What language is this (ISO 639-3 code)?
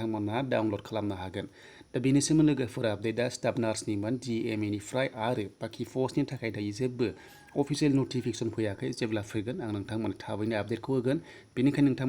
brx